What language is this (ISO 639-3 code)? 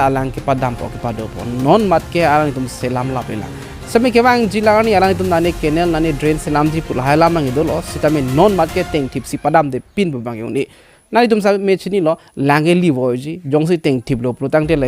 mjw